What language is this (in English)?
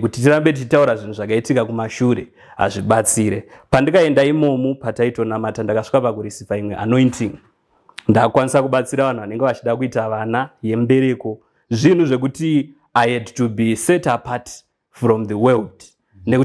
Shona